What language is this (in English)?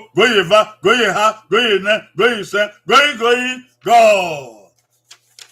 Bini